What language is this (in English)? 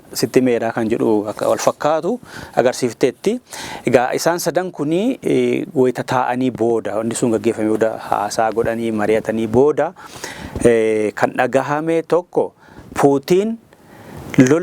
Oromo